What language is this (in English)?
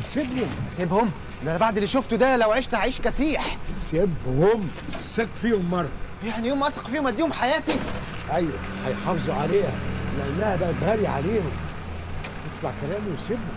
Egyptian Arabic